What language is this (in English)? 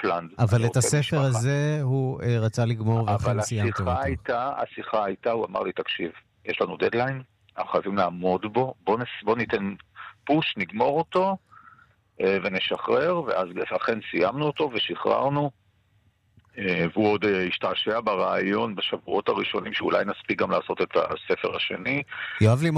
Hebrew